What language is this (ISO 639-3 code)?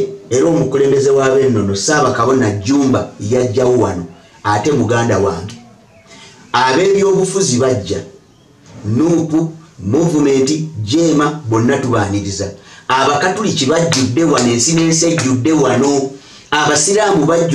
lug